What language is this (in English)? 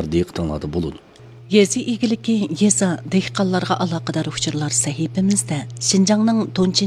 Uyghur